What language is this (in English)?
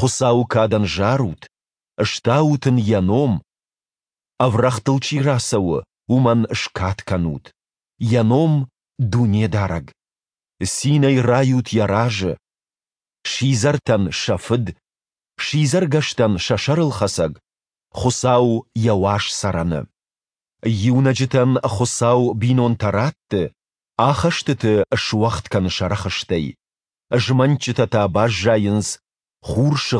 Ossetic